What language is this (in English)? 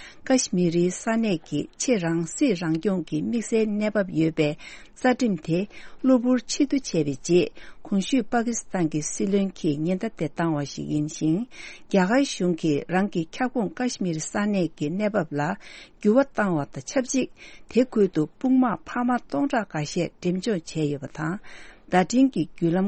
Tibetan